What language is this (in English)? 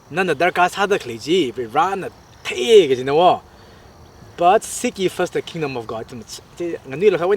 Tangkhul Naga (India)